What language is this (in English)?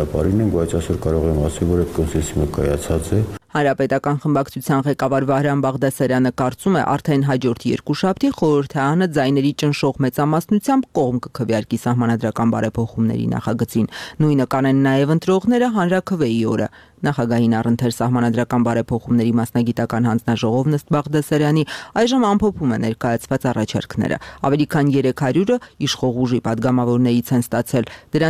Armenian